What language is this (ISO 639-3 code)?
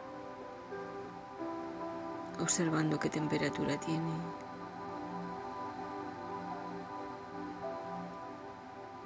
spa